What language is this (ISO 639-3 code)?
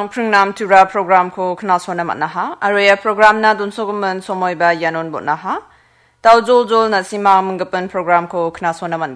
grt